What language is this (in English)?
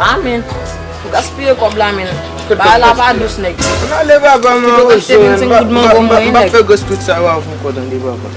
Haitian Creole